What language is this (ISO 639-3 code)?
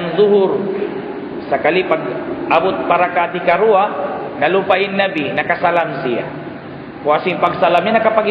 tsg